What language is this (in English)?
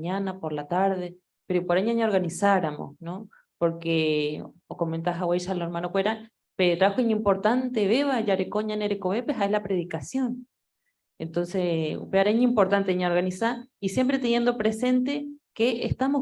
Guarani